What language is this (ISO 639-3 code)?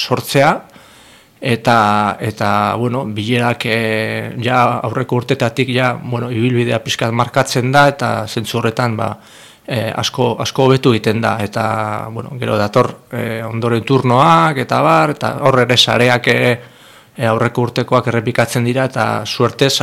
eus